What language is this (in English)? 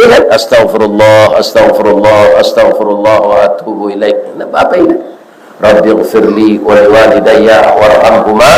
Minangkabau